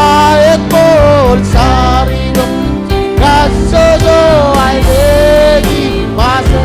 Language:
Marshallese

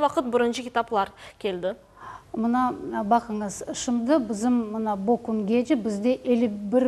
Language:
Crimean Tatar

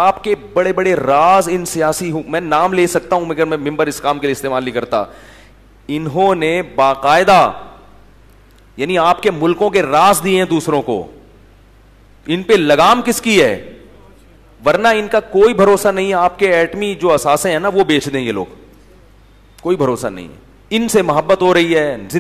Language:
Urdu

